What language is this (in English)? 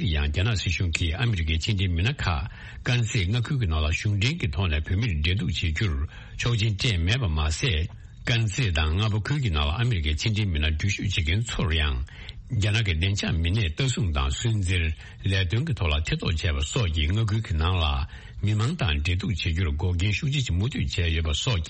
Tibetan